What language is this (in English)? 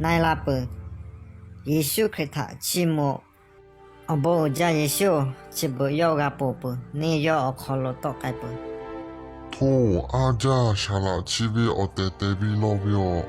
Lahu